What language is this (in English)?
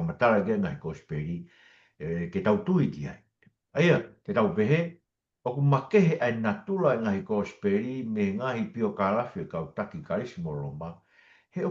Tongan